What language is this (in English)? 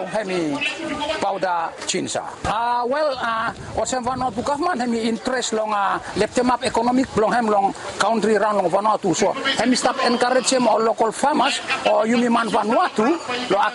Bislama